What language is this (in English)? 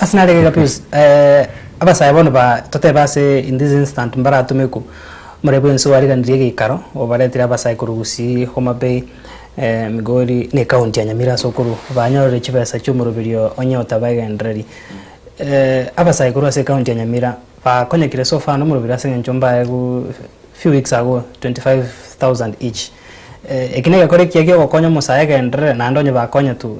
Gusii